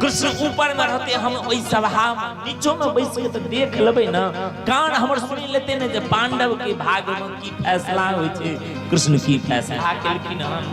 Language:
Maithili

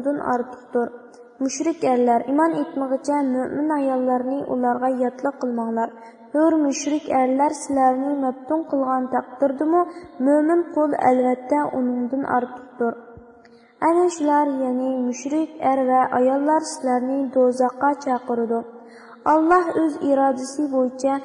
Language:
Uyghur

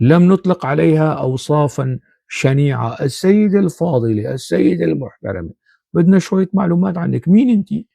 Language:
North Levantine Arabic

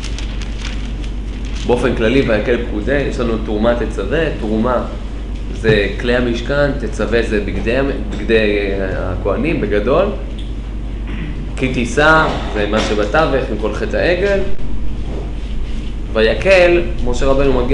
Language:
Hebrew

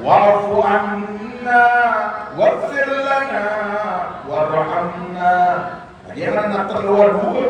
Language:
Maranao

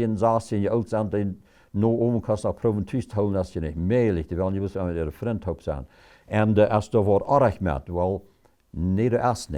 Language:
Plautdietsch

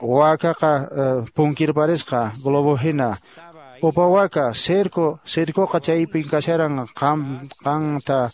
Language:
Quechua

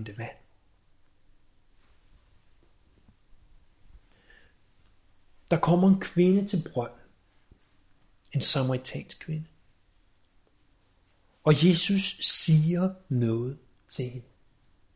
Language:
Danish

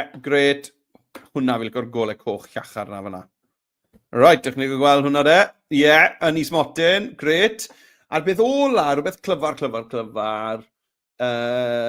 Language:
Welsh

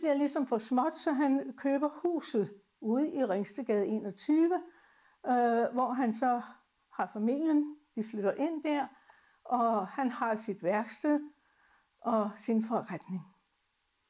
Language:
Danish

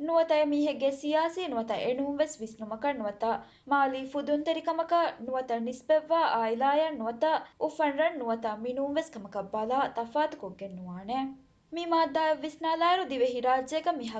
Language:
Divehi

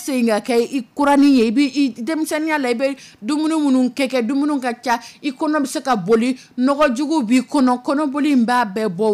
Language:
Dyula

